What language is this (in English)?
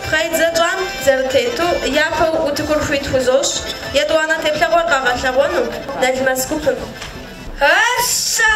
Kabardian